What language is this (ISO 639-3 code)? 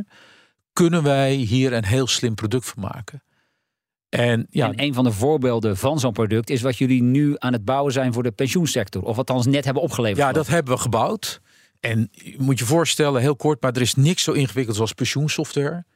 nld